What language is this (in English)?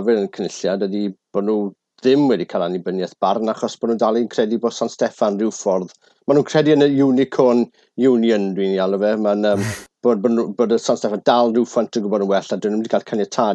Welsh